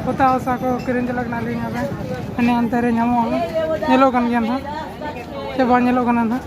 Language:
Santali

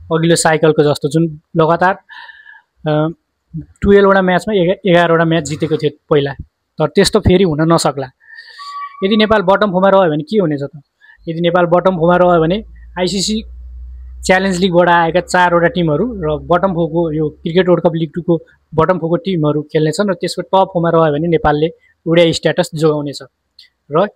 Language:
Nepali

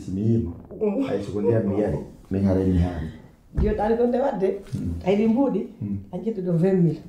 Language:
Pular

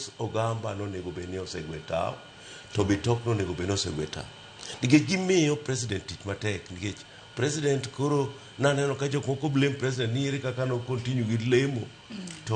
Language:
Luo (Kenya and Tanzania)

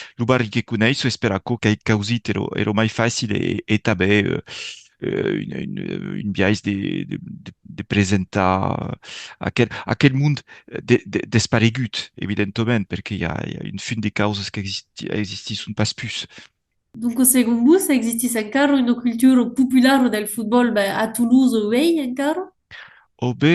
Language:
Occitan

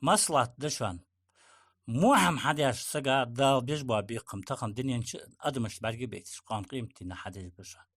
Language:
Ingush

